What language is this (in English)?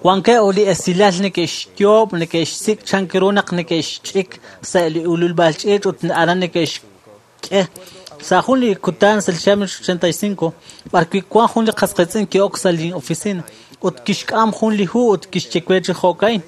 Kekchí